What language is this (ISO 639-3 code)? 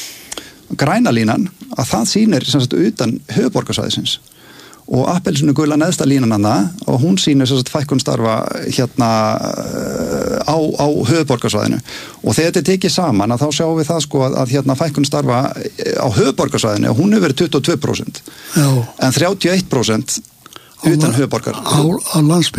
isl